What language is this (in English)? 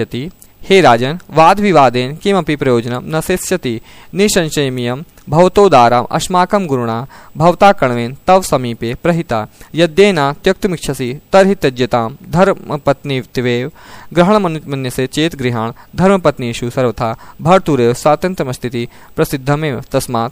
Sanskrit